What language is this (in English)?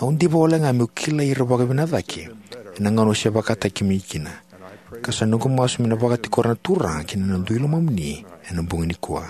Fijian